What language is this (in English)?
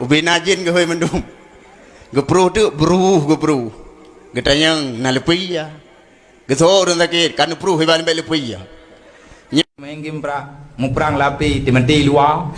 Achinese